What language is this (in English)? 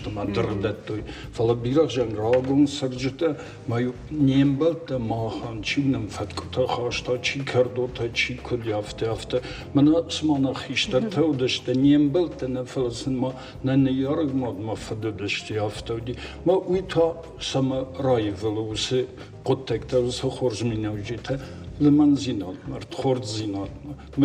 Ossetic